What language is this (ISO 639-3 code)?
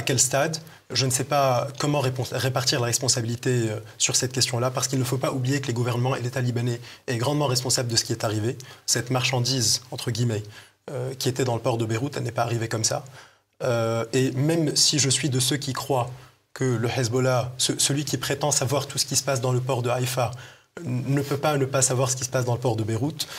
fra